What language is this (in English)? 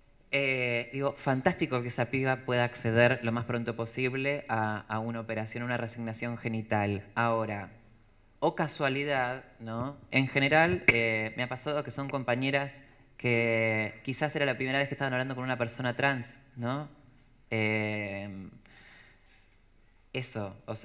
Spanish